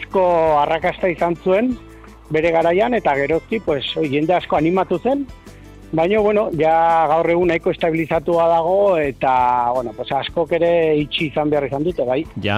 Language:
Basque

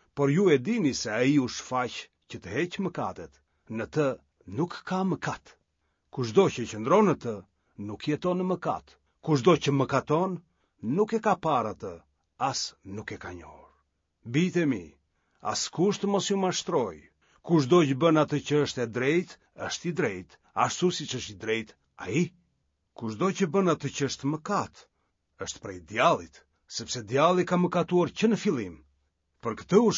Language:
Albanian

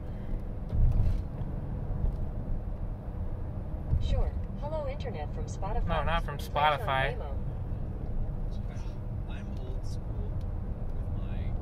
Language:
English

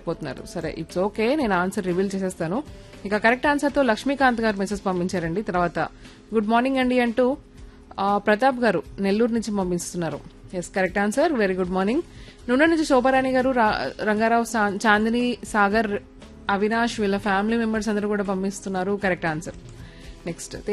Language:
Telugu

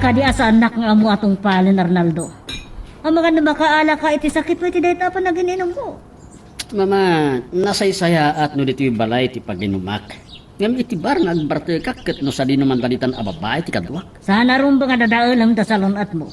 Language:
Iloko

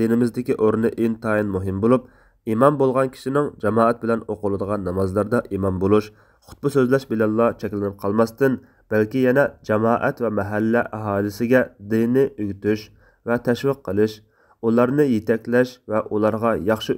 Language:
Uyghur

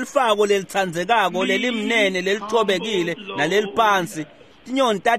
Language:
Swati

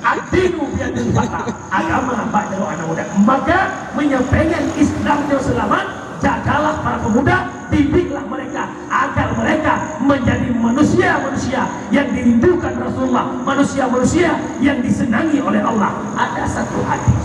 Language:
Achinese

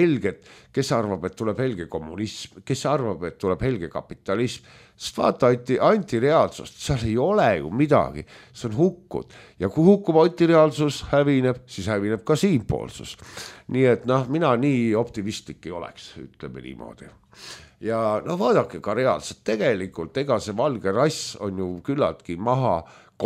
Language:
Estonian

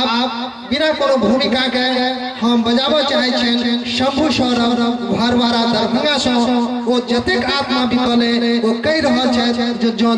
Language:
Maithili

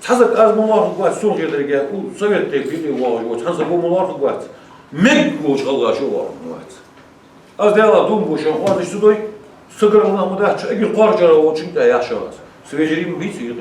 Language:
Ingush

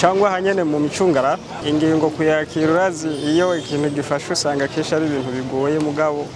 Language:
Rundi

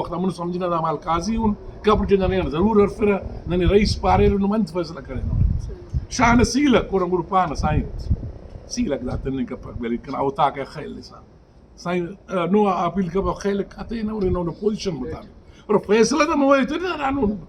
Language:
Brahui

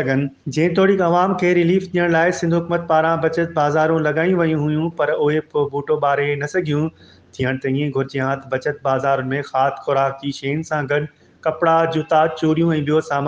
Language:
Sindhi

